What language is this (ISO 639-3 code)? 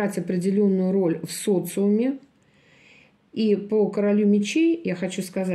rus